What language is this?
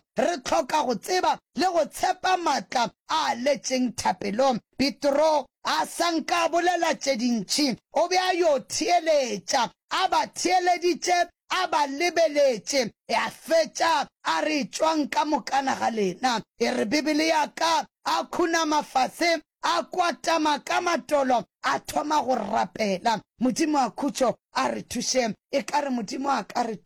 Northern Sotho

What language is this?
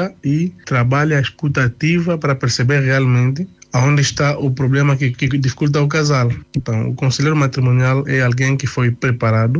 Portuguese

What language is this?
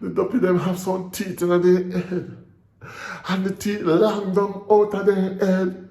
Jamaican Creole English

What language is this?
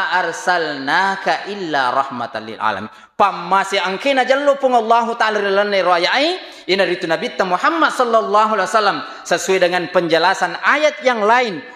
Buginese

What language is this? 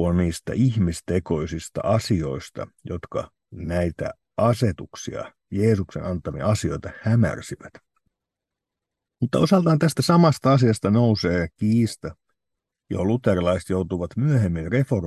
Finnish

